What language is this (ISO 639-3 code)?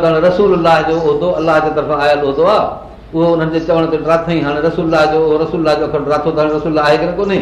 snd